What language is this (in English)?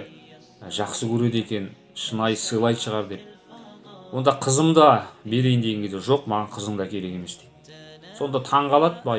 Kazakh